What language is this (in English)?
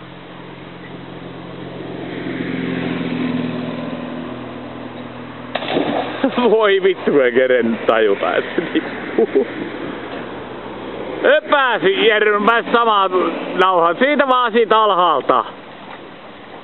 Finnish